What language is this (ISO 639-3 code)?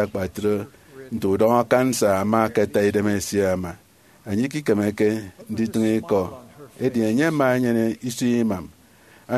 efi